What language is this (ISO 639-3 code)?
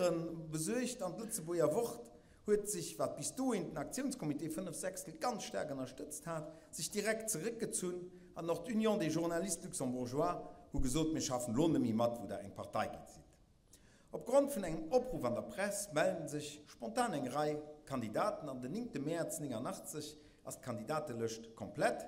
ltz